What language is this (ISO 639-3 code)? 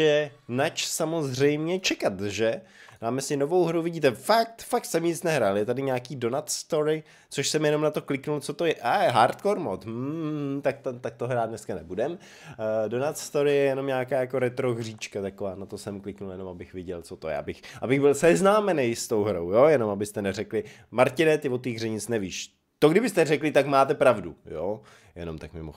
ces